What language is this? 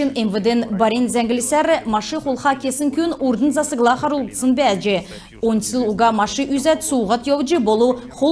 Kalmyk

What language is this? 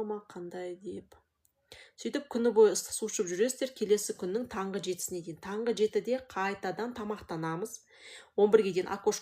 Kazakh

